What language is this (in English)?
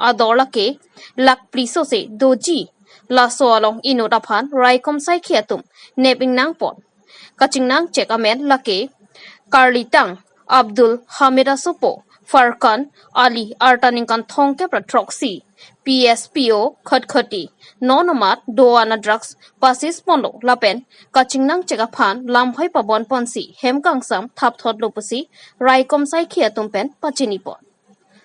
Karbi